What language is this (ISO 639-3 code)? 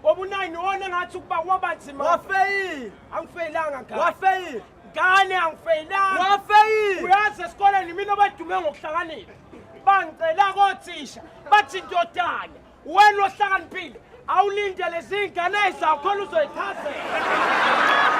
zul